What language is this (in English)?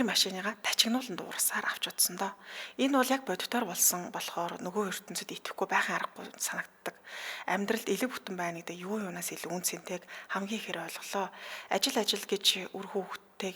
Mongolian